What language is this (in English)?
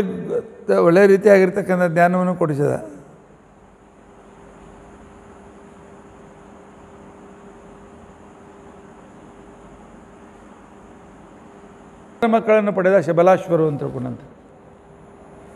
Kannada